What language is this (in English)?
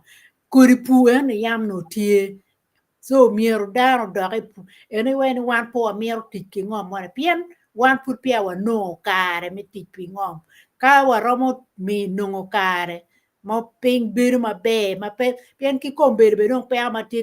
Acoli